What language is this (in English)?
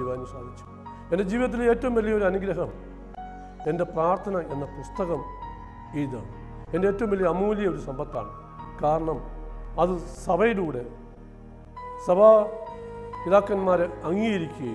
Malayalam